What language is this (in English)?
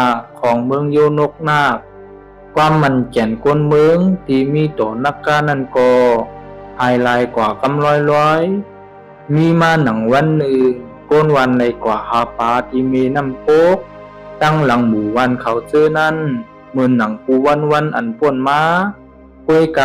Shan